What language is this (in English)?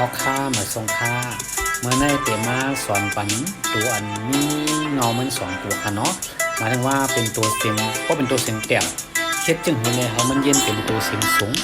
Shan